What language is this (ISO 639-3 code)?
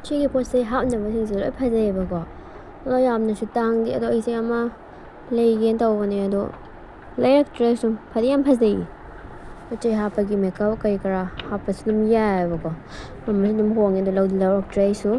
mni